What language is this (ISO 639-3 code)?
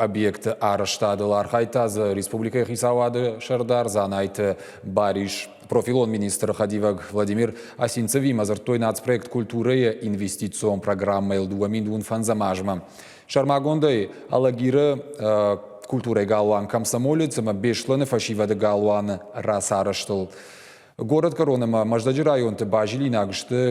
oss